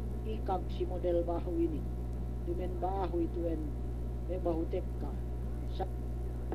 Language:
Yakan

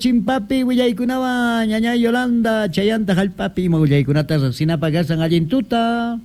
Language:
South Bolivian Quechua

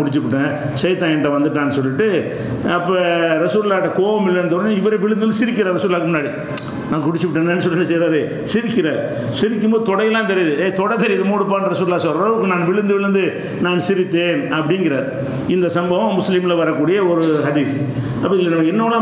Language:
Tamil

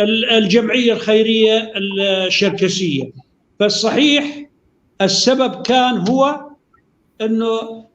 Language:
North Levantine Arabic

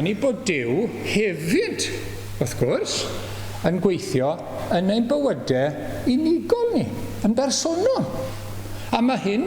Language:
Welsh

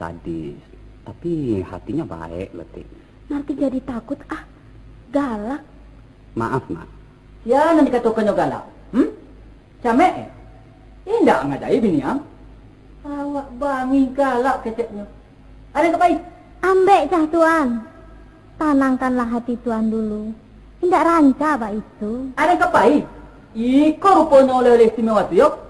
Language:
Minangkabau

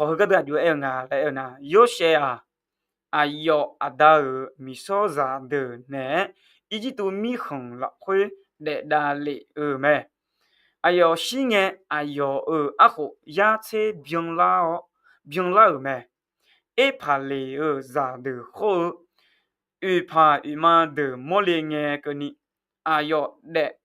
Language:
Akha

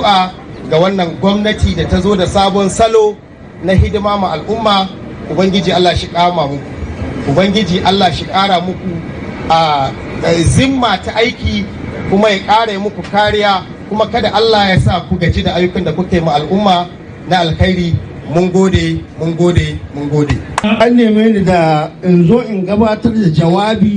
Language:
Hausa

